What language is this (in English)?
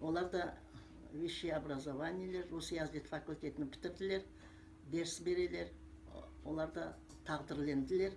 Crimean Tatar